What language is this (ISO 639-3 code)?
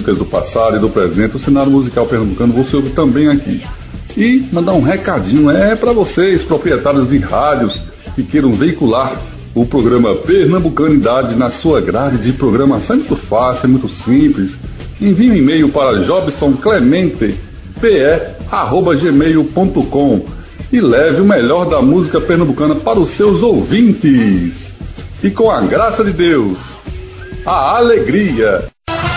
por